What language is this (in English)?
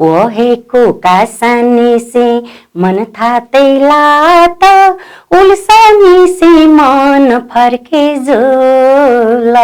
Newari